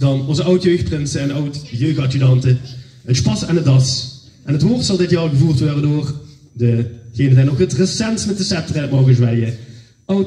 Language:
Limburgish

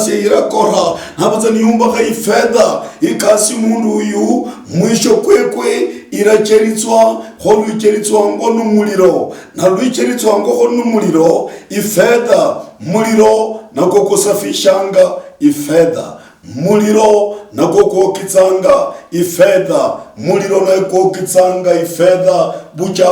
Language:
Luyia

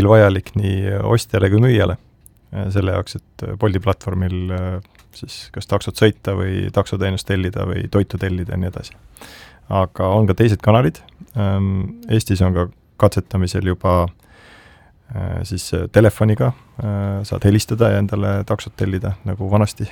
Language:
Estonian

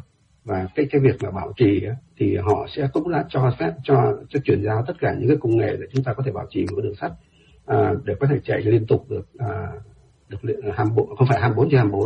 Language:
Vietnamese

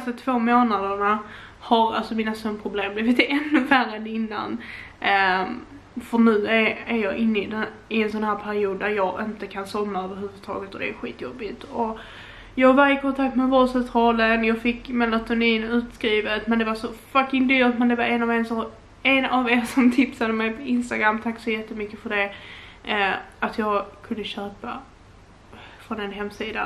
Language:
Swedish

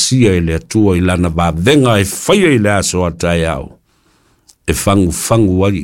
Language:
Samoan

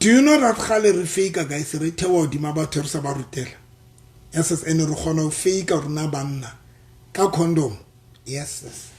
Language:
Southern Sotho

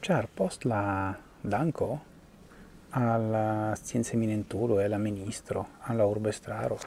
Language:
Esperanto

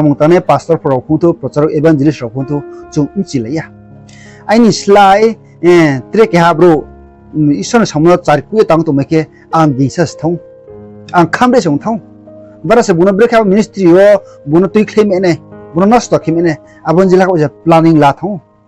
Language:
Riang (India)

